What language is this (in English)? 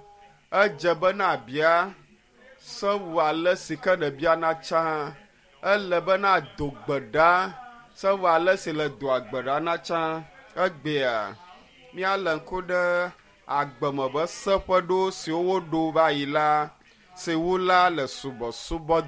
Ewe